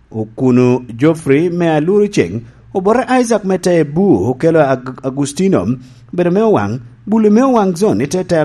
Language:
Lango (Uganda)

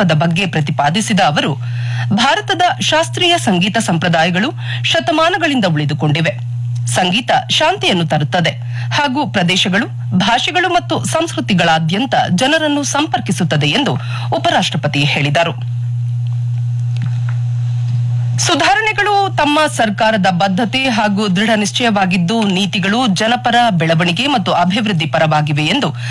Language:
Kannada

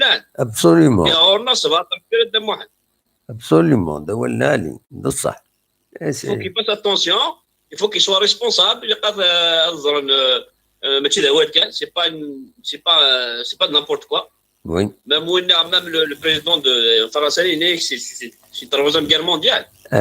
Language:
Kabyle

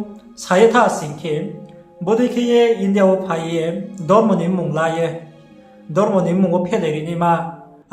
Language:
Riang (India)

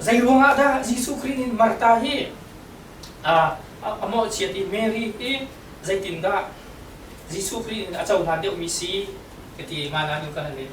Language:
Hakha Chin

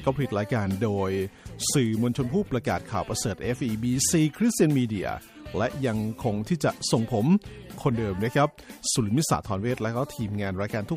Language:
Thai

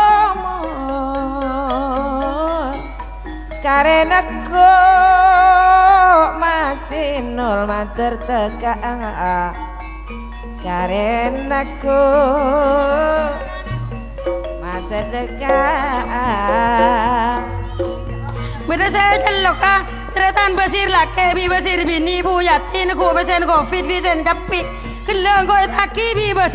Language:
Madurese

